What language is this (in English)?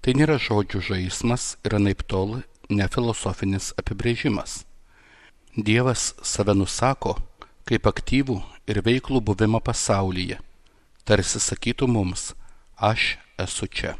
Lithuanian